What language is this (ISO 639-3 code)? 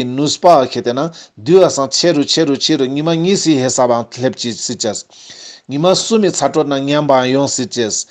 lbj